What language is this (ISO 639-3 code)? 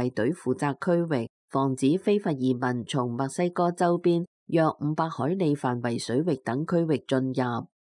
yue